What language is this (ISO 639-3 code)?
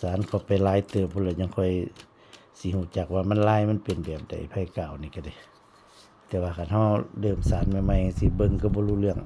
tts